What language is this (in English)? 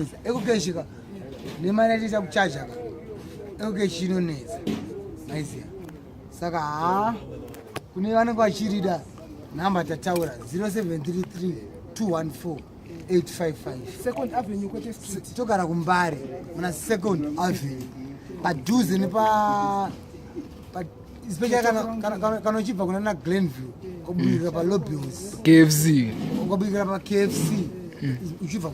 Shona